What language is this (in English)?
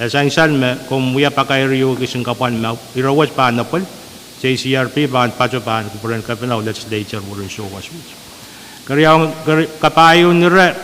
Pohnpeian